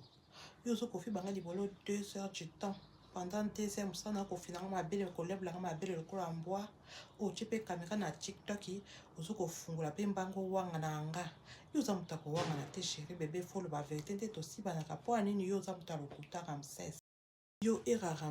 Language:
Lingala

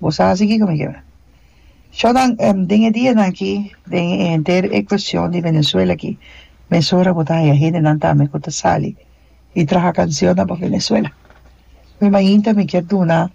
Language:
Papiamento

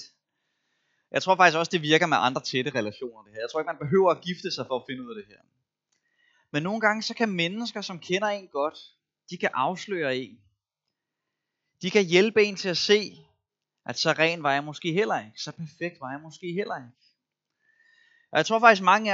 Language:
Danish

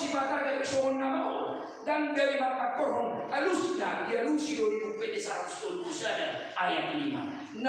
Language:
Batak Toba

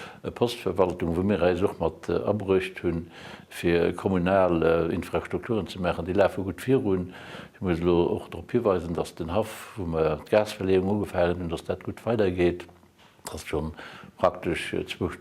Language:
Luxembourgish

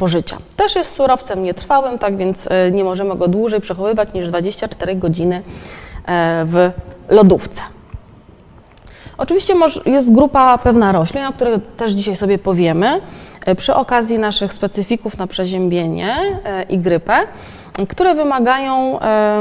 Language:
Polish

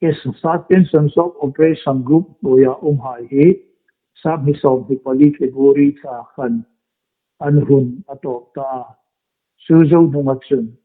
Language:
Hmar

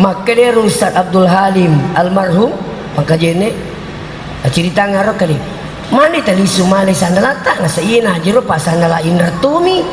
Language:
Buginese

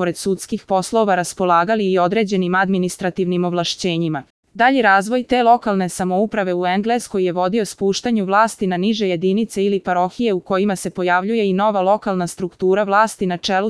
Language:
Serbian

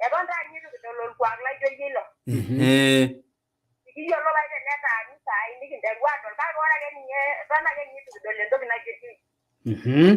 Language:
Masai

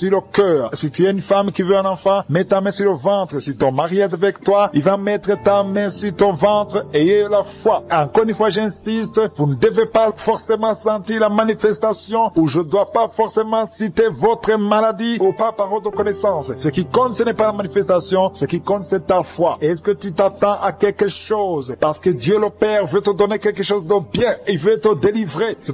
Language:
French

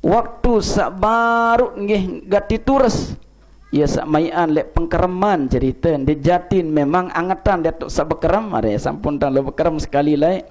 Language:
Sasak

